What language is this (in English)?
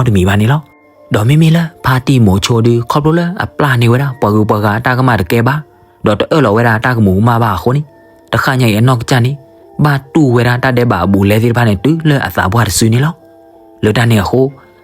S'gaw Karen